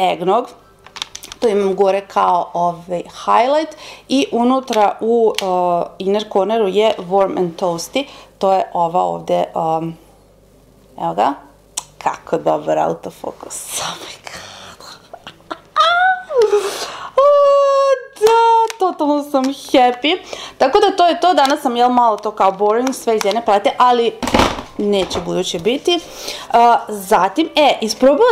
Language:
Serbian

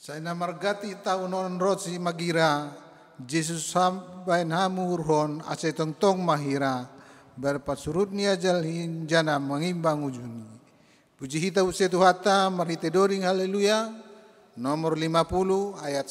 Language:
Batak Simalungun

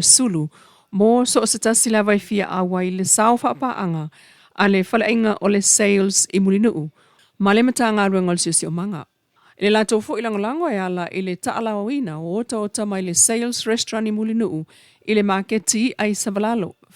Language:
Samoan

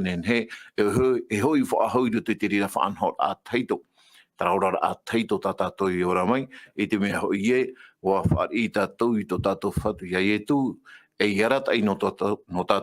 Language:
Tahitian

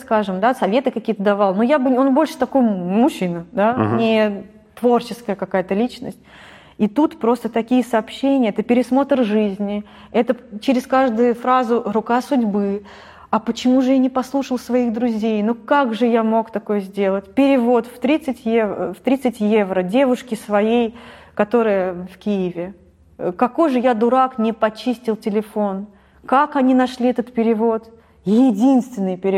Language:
Russian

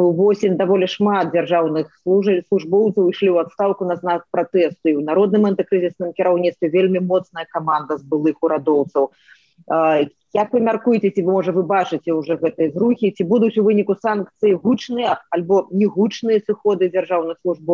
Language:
Belarusian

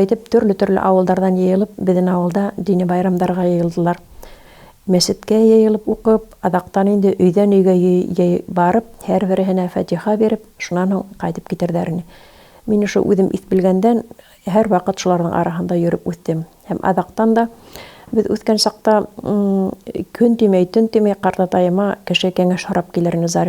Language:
Bashkir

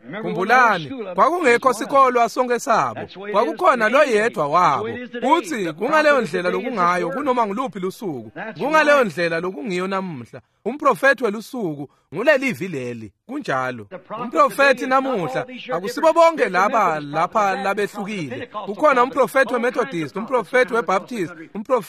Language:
Swati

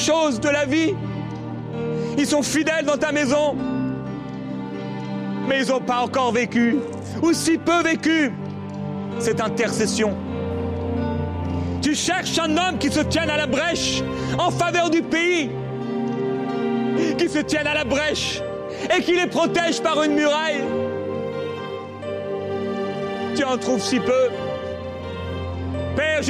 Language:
French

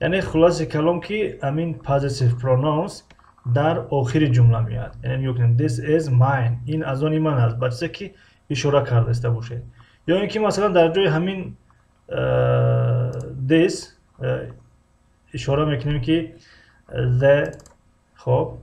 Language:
Tajik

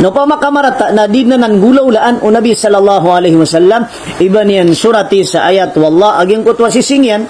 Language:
Maranao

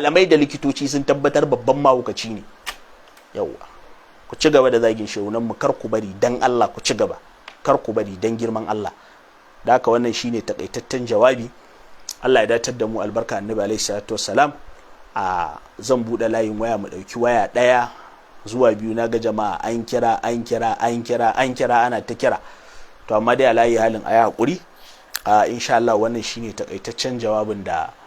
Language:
Hausa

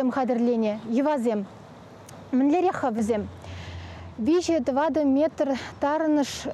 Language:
Chuvash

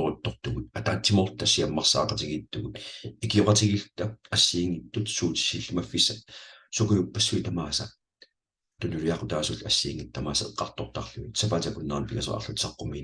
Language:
Kalaallisut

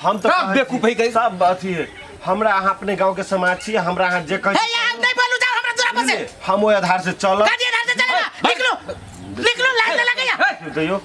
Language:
Maithili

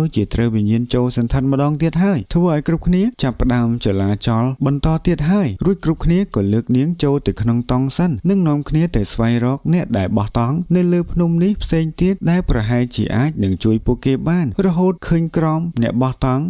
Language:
Khmer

